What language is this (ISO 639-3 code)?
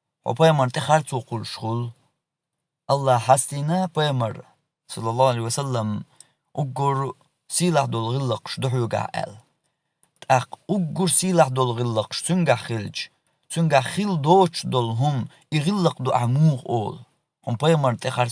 che